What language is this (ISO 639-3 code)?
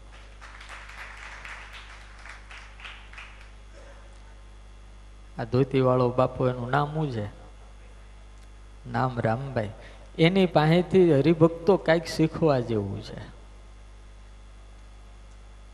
guj